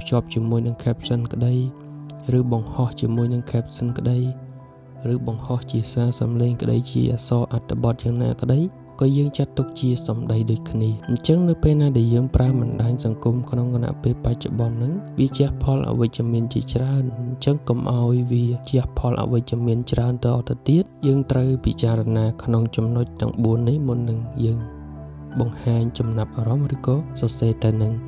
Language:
Khmer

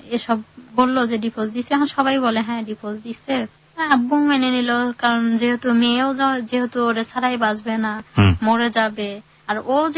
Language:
Bangla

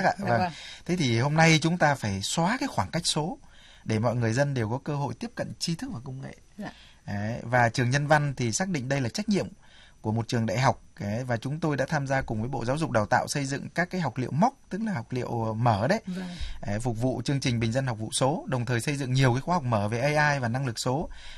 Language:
Vietnamese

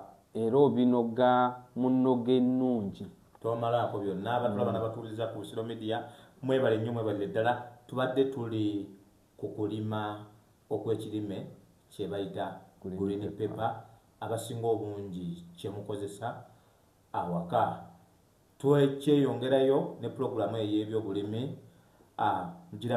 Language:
Ganda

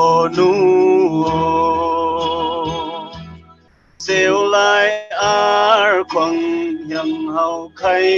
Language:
Falam Chin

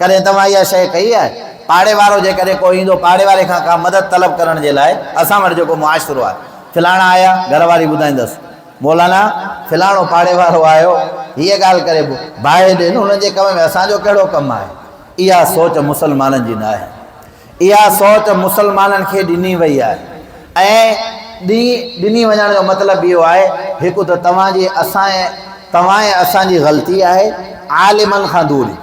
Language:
Sindhi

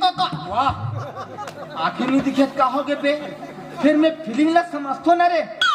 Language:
Chhattisgarhi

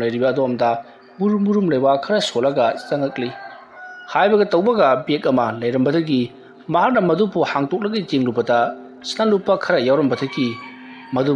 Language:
Manipuri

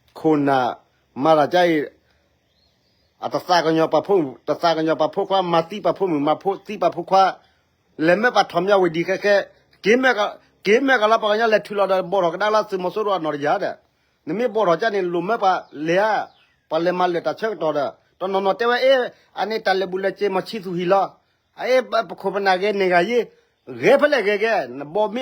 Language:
S'gaw Karen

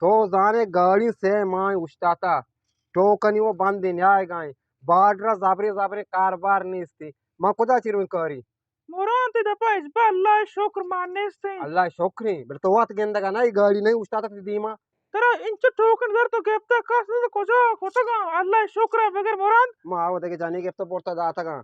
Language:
Eastern Balochi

